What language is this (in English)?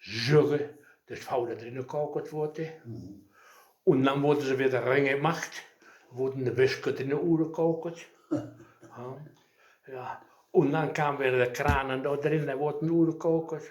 Westphalien